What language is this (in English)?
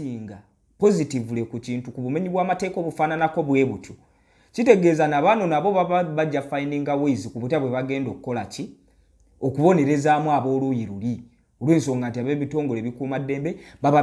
Ganda